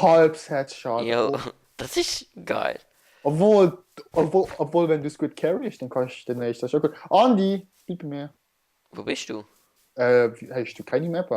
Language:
Swiss German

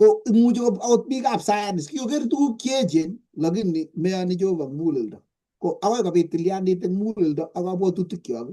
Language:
Kalenjin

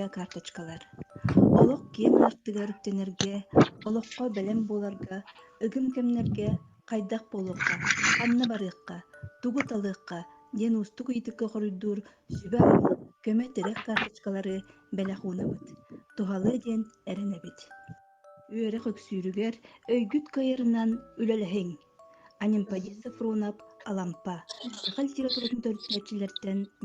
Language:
Yakut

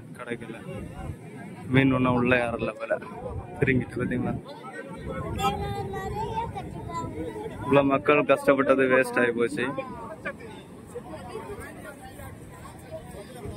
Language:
Tamil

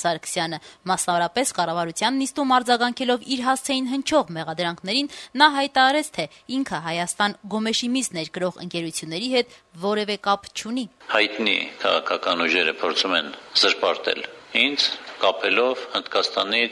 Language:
Armenian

